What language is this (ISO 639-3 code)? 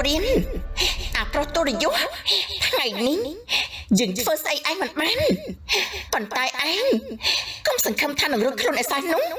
khm